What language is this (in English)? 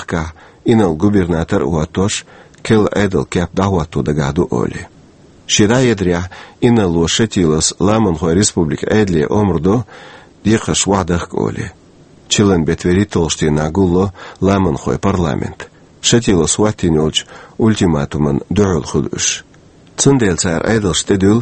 Chechen